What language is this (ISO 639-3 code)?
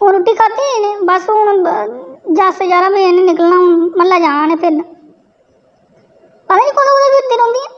doi